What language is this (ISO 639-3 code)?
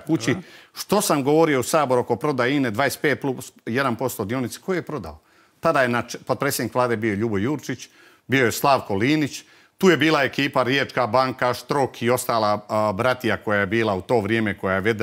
hrv